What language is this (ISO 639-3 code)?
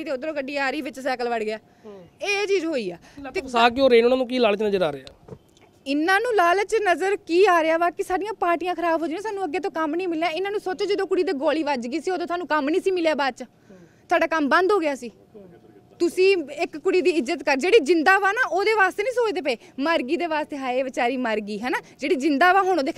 pan